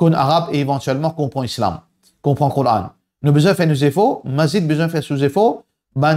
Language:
Morisyen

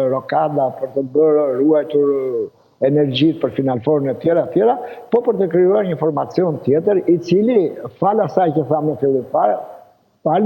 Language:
Albanian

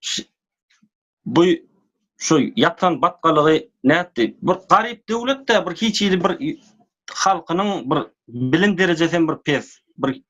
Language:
Turkmen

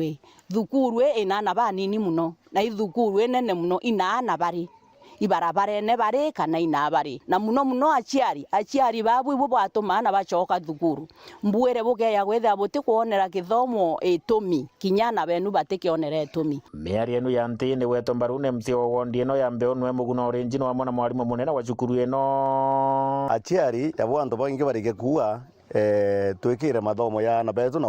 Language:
Meru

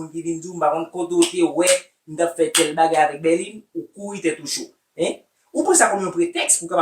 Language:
Haitian Creole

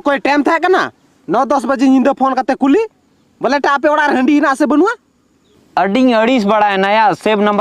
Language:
Santali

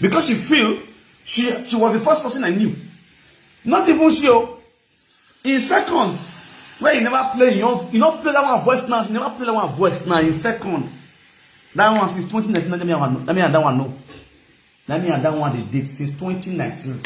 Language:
Nigerian Pidgin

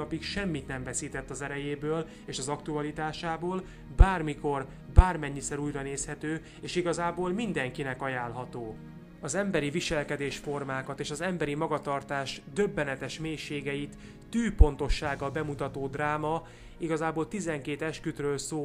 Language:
Hungarian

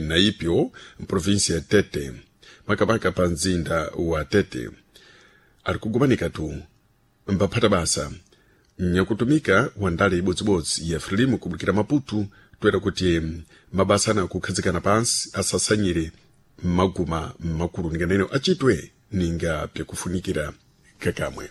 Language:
Sena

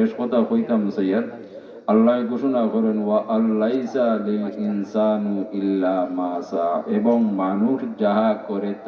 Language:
Sylheti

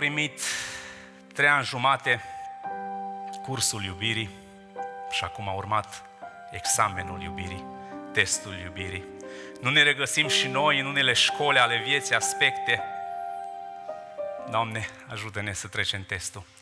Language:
Romanian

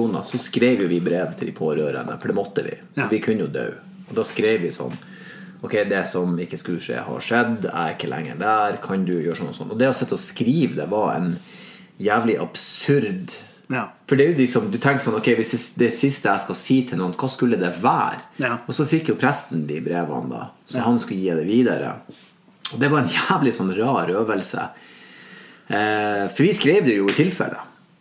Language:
Norwegian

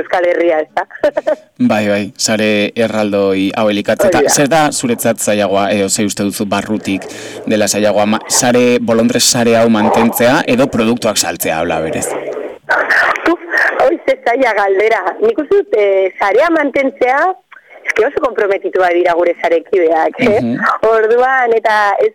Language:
Basque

